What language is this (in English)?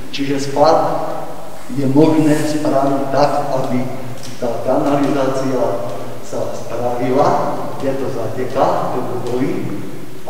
Slovak